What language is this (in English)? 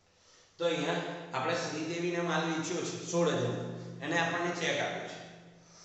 Gujarati